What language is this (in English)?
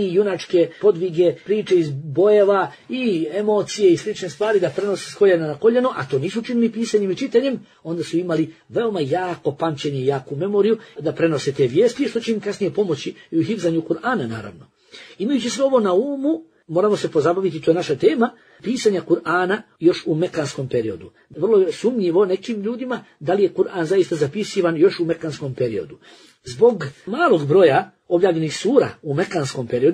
Bosnian